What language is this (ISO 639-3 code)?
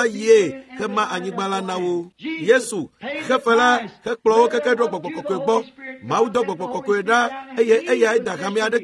ewe